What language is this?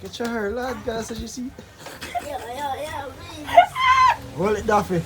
Jamaican Creole English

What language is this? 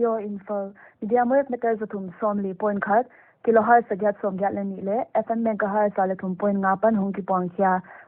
Paite Chin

